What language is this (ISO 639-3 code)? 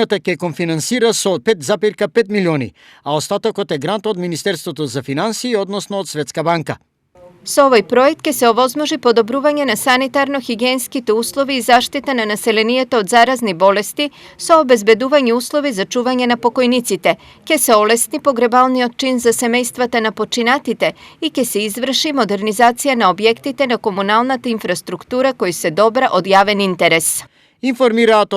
mkd